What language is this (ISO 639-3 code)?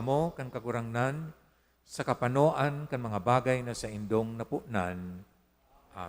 bik